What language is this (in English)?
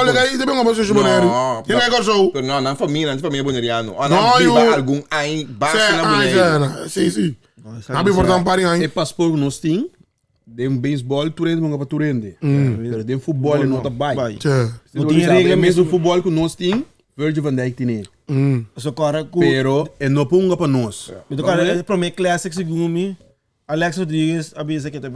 Papiamento